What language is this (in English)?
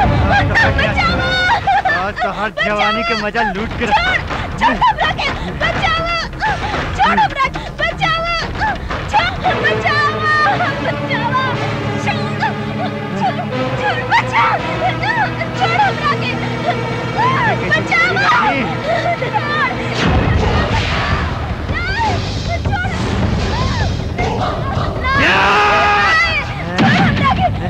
Bhojpuri